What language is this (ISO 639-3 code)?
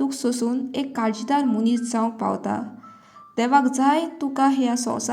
kok